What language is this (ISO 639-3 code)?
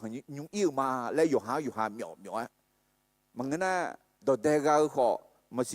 ahk